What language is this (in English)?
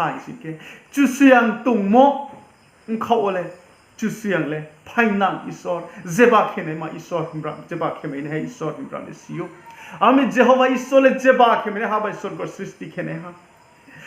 Riang (India)